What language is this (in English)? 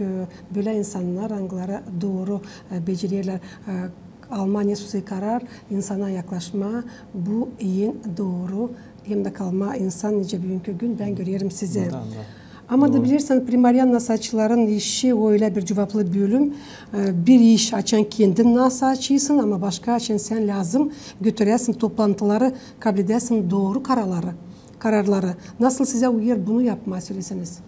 Gagauz